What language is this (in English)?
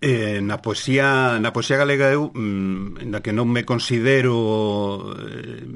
Galician